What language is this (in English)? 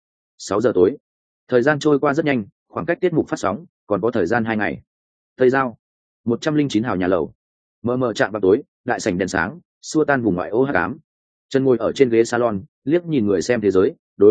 Vietnamese